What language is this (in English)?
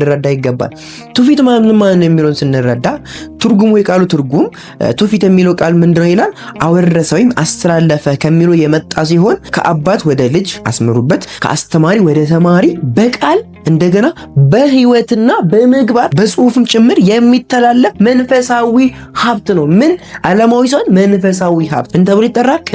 Amharic